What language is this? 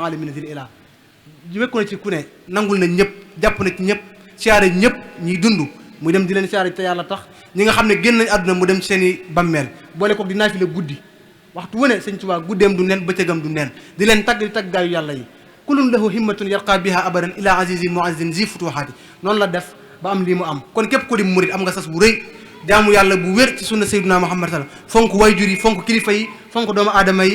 Wolof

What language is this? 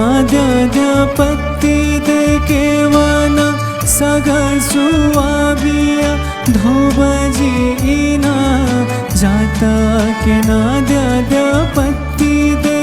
Newari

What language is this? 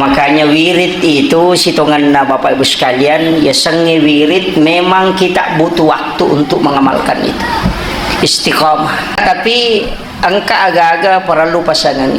Buginese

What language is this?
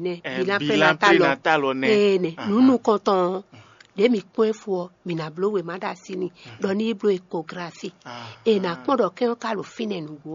Fon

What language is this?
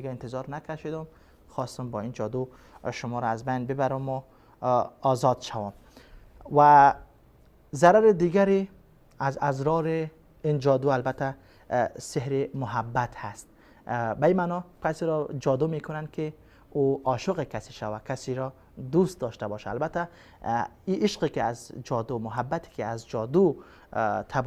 Persian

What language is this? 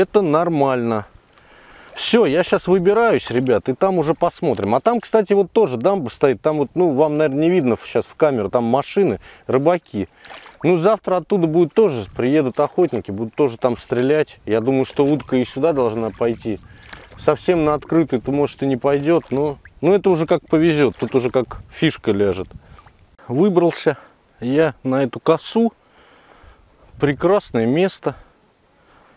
Russian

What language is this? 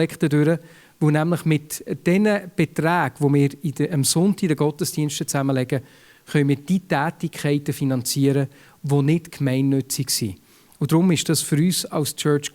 Swiss German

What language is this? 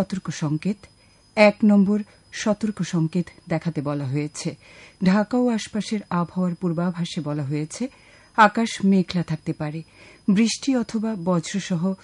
Bangla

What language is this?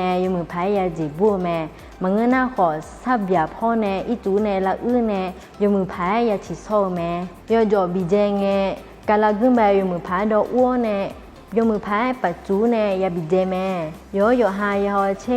Akha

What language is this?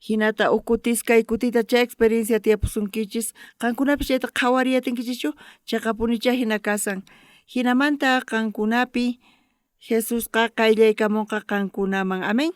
South Bolivian Quechua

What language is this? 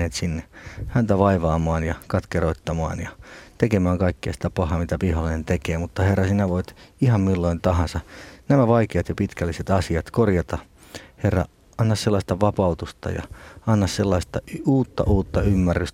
Finnish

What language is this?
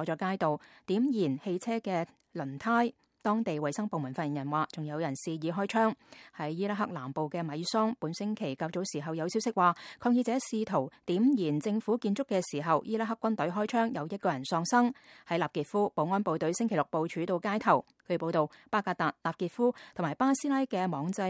Cantonese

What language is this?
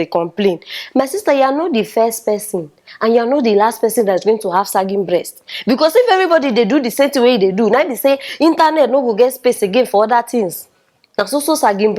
Nigerian Pidgin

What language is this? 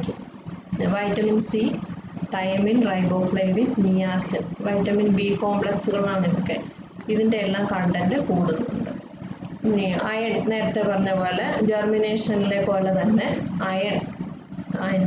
Malayalam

